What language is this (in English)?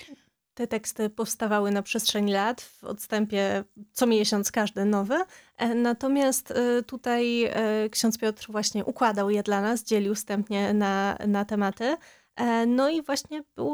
Polish